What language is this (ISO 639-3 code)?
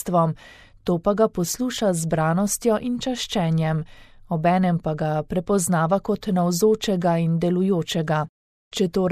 slv